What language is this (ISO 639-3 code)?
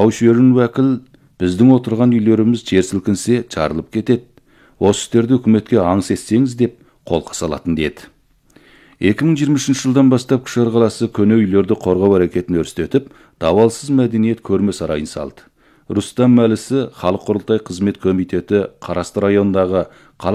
kaz